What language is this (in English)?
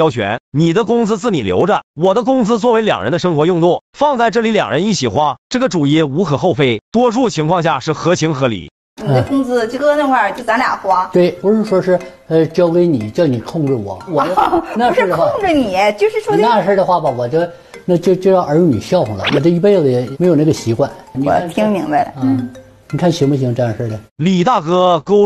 Chinese